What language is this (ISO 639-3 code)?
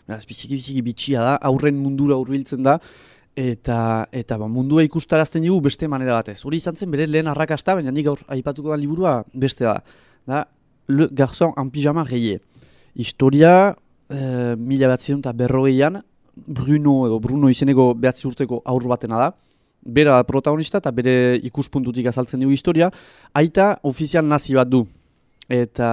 eus